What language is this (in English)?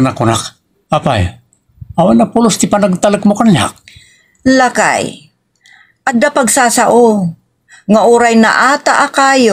Iloko